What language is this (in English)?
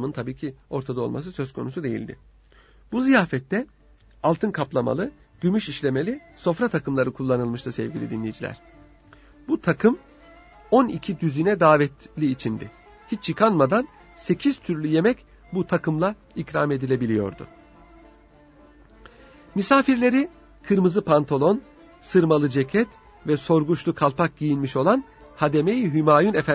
Turkish